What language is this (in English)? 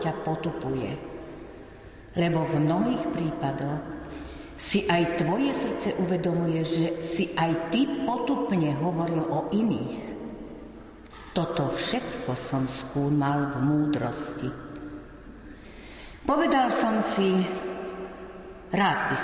Slovak